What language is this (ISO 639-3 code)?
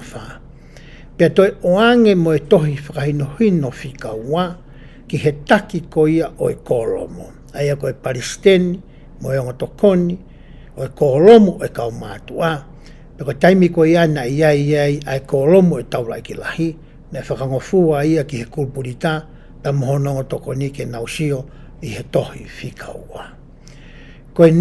ton